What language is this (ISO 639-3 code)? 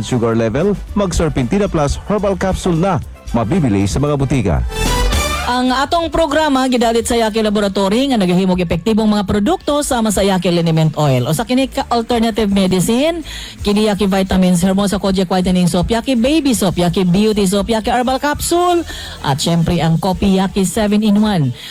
ceb